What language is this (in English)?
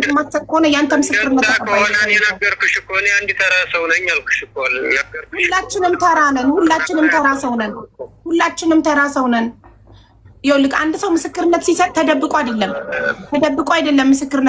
Amharic